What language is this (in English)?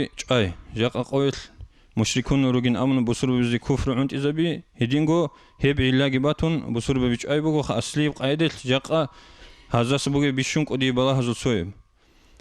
Avaric